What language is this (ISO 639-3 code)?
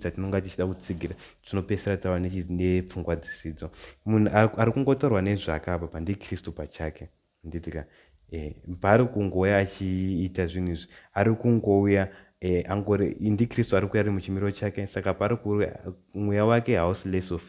sna